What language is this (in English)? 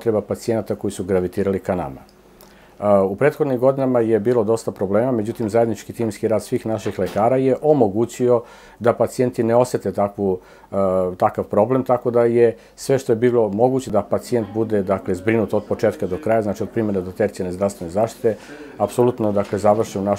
Serbian